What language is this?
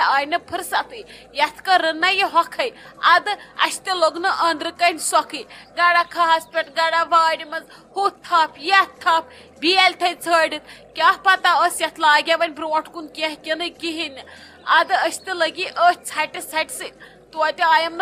Kashmiri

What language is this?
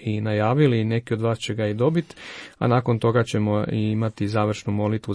Croatian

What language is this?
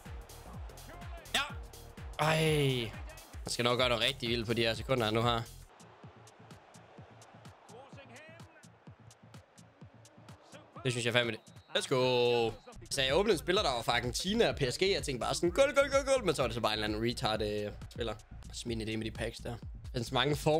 Danish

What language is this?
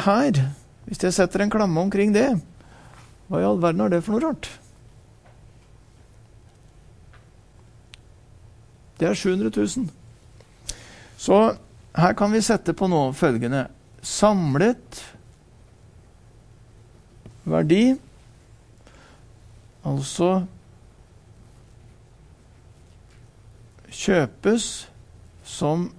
Norwegian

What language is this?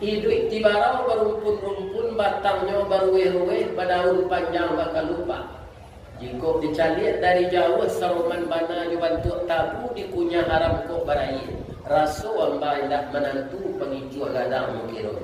Minangkabau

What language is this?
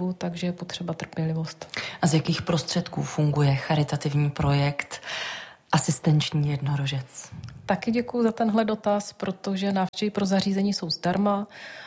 Czech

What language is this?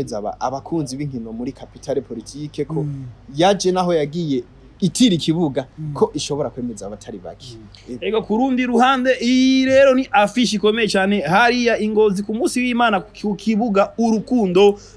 Rundi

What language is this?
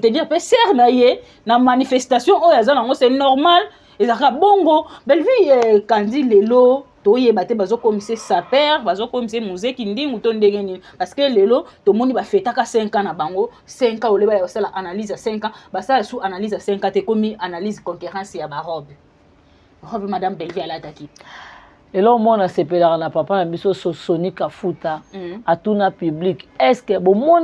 Lingala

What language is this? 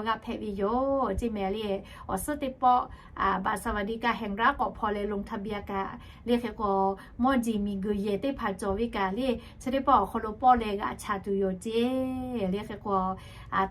Lahu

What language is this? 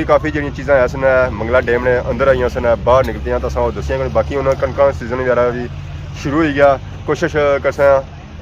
Pahari-Potwari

